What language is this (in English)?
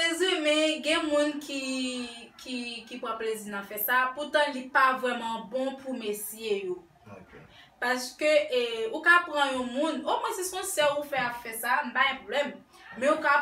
Haitian Creole